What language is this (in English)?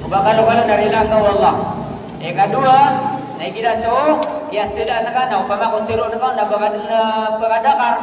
Maranao